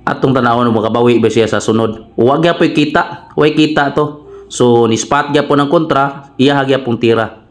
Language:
Cebuano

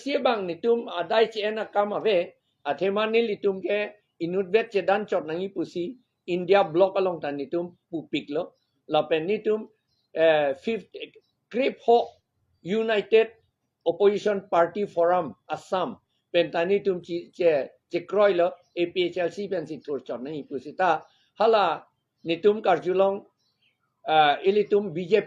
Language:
Karbi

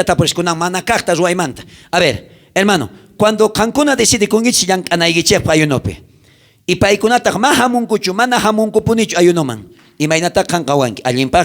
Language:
South Bolivian Quechua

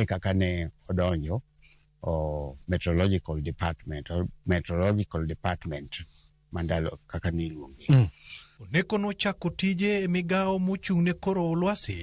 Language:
Luo (Kenya and Tanzania)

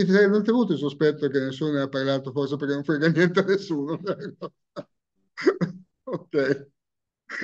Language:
Italian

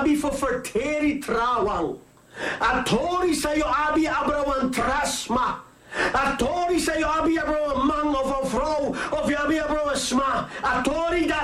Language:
Sranan Tongo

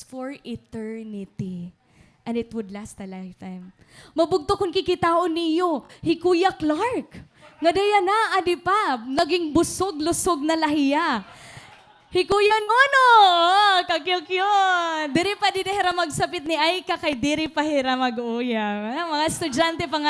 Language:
Waray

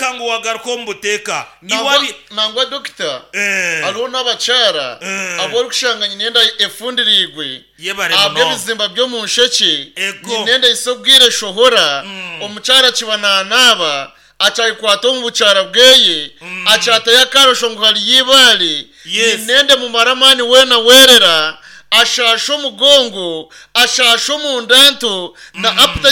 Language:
Nyankole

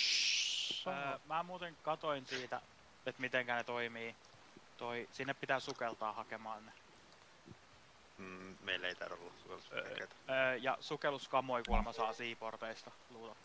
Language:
Finnish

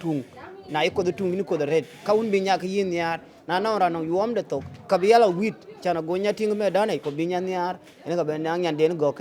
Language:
Dinka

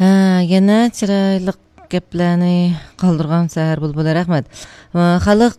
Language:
Uyghur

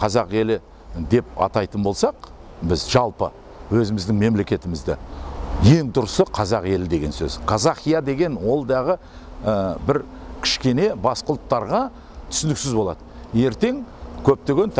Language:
Kazakh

